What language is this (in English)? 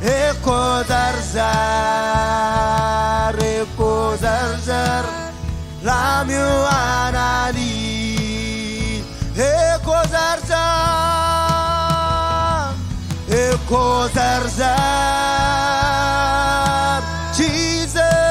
Marshallese